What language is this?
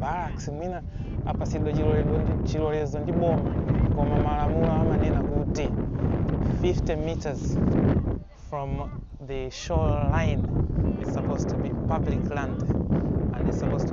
Nyanja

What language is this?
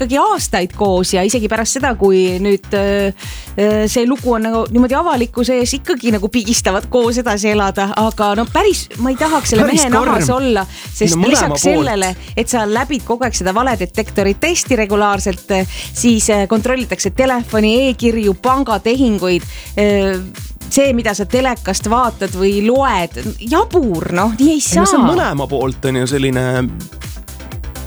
Estonian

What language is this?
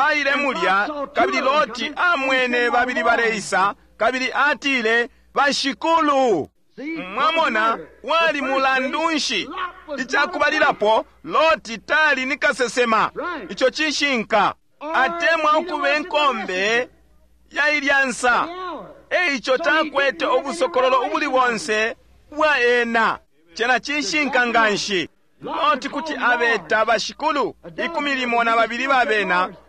Bemba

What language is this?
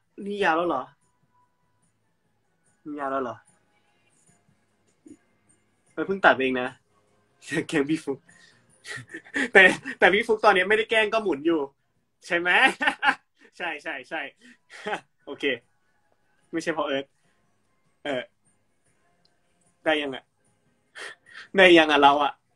Thai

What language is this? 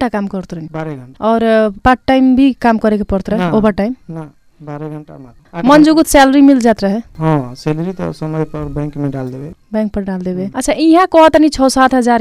Bhojpuri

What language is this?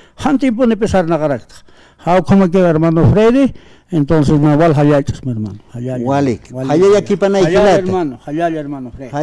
Aymara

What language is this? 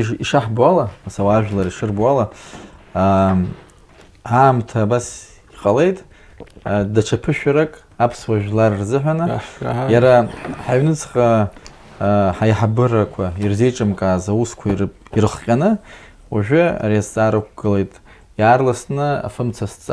Abkhazian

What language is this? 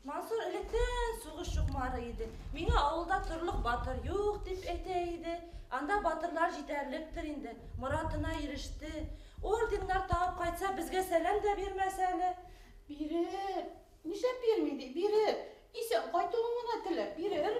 Bashkir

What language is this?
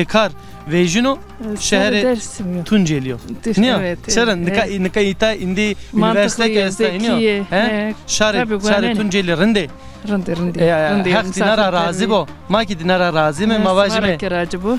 Zaza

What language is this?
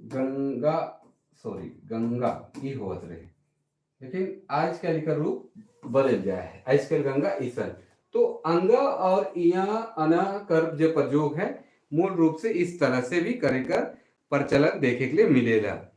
Sadri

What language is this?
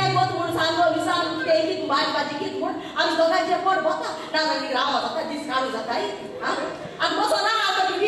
Konkani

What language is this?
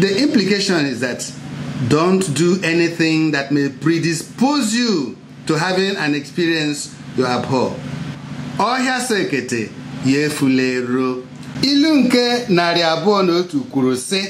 Igbo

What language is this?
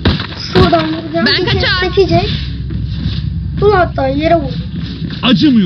Turkish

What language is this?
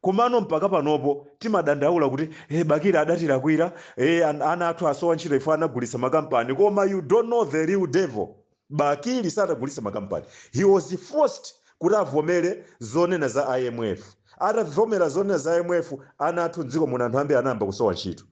Nyanja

